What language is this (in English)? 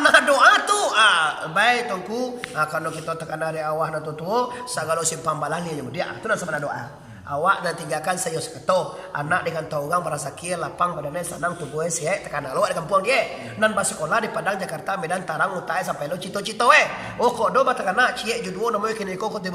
Minangkabau